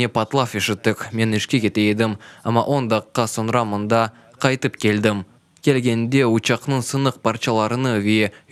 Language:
Crimean Tatar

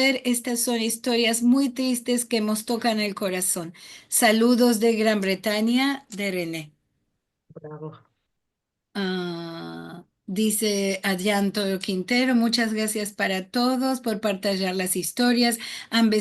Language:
Ladino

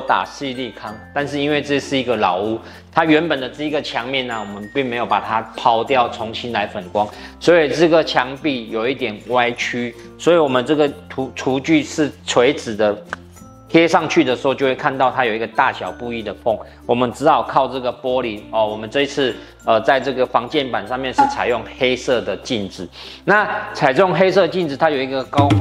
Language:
Chinese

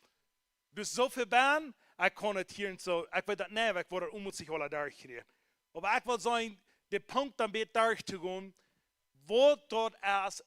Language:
Plautdietsch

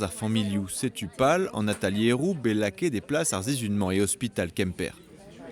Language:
Breton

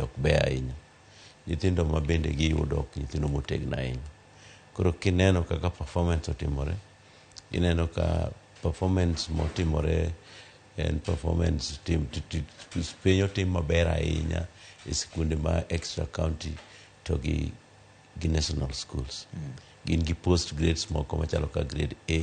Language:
Luo (Kenya and Tanzania)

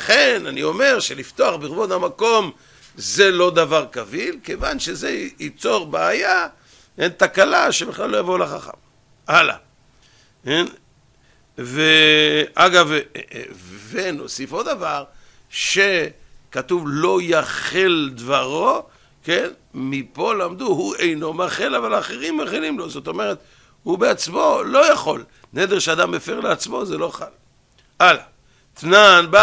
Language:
Hebrew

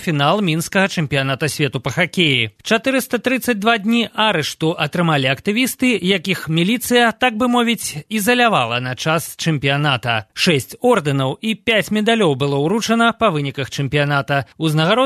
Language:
Belarusian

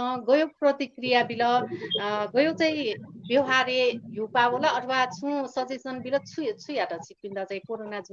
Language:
Newari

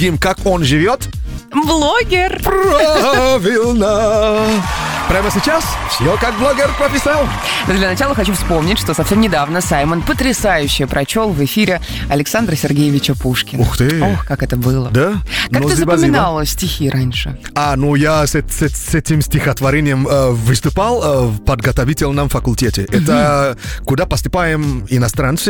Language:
Russian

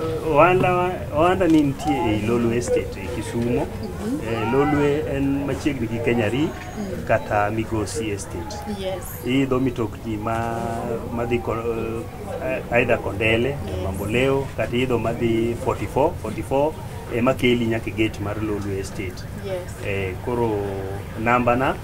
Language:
Luo (Kenya and Tanzania)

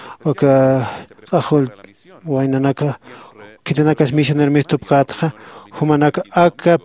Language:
Aymara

